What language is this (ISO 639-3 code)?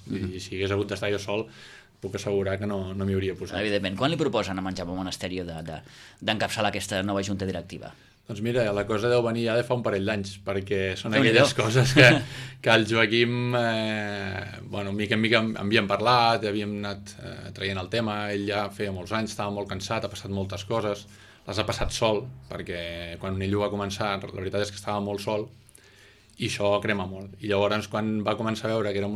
cat